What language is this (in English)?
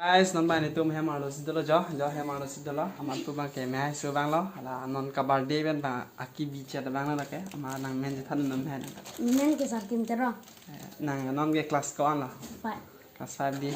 Karbi